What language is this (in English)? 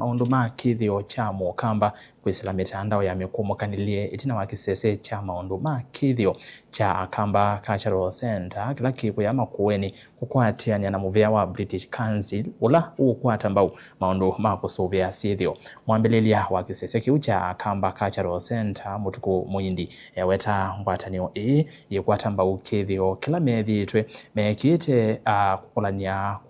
Kamba